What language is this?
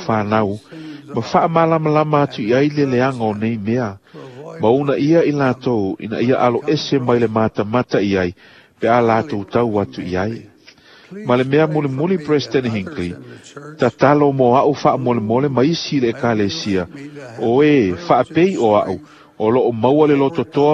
Samoan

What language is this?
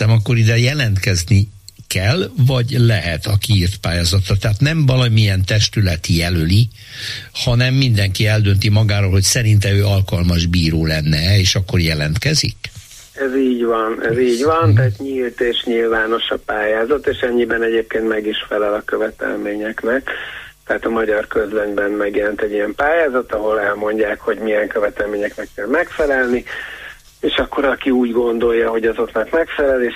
Hungarian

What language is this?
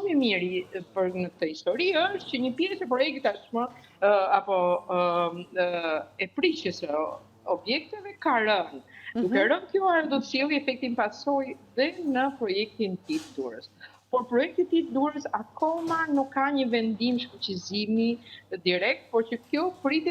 Albanian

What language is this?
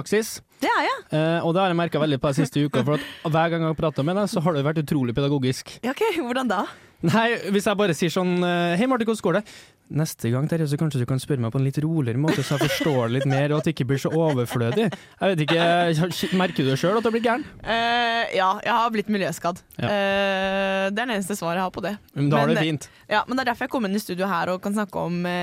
Norwegian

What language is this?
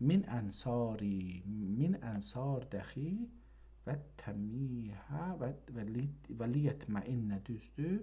South Azerbaijani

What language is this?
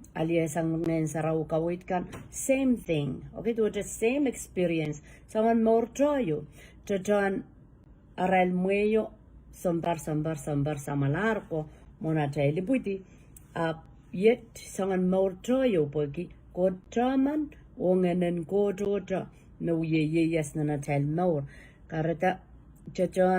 Pohnpeian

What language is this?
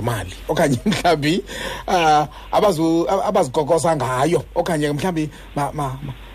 Xhosa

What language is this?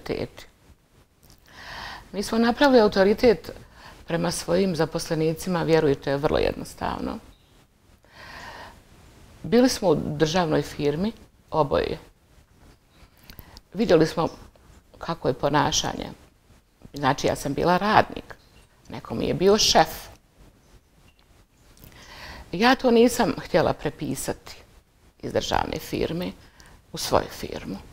Bosnian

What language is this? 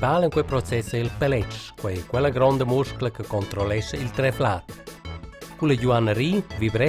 Romansh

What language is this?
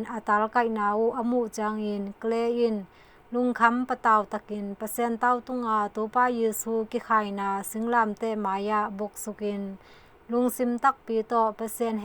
Tedim Chin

